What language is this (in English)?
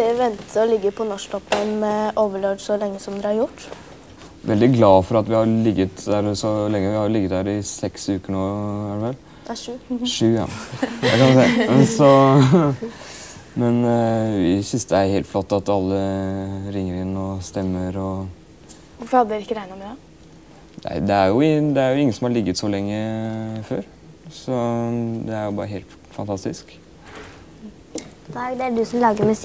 Norwegian